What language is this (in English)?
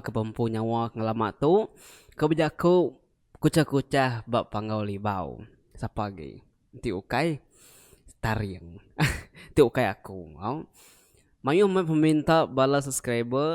Iban